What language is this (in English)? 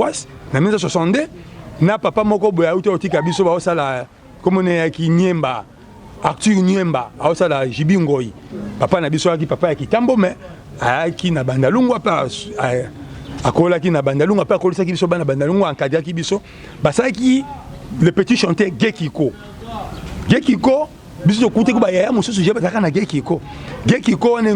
Lingala